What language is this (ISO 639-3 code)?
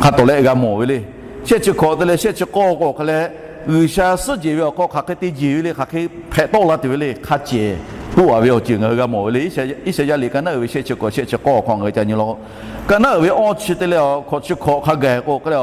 lhu